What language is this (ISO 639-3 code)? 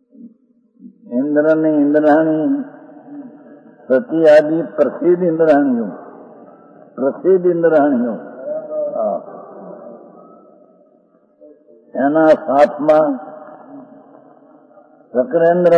guj